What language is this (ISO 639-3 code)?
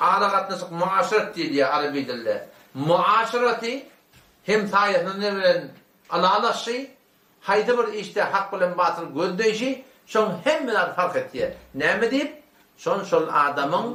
tuk